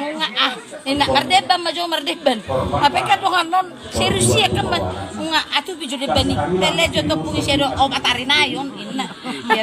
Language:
Batak Toba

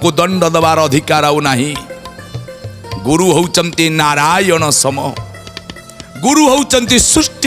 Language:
Odia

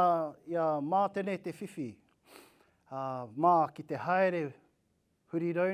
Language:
Māori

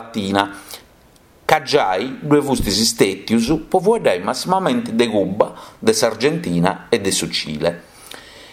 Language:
Sardinian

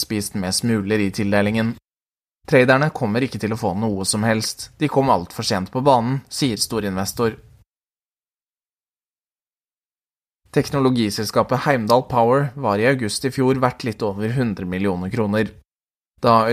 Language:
Norwegian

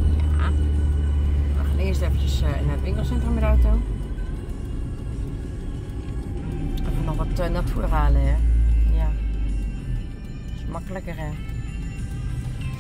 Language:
Dutch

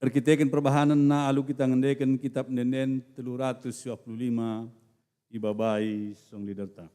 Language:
Batak Karo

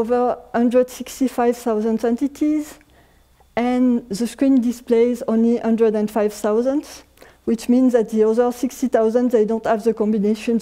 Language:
English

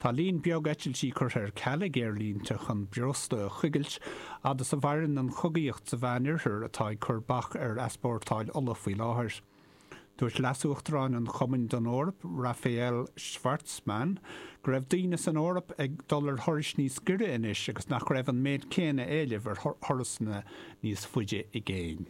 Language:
Irish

